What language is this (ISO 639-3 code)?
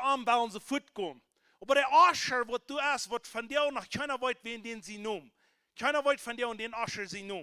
pdt